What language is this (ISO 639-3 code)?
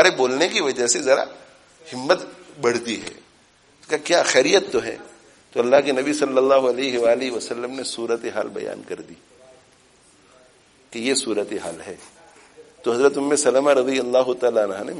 urd